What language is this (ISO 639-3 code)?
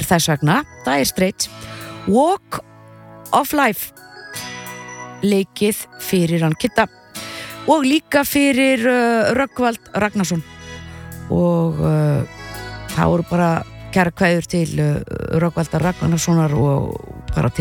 isl